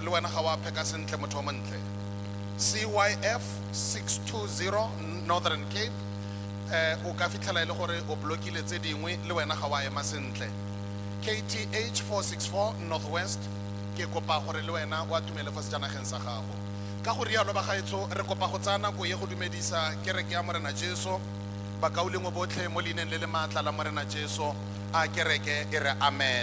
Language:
Tswana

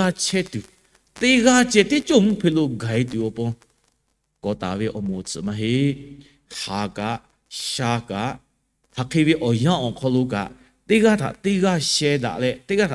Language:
Lahu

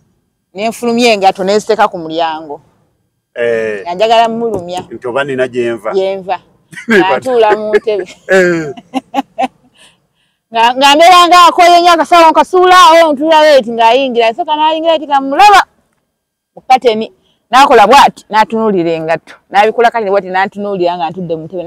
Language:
Ganda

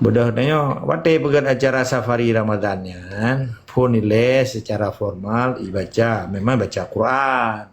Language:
Achinese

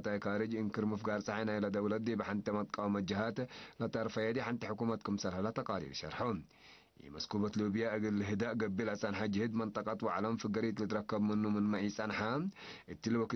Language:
Tigre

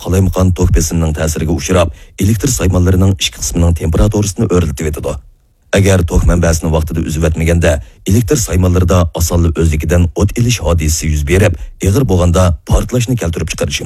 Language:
Uyghur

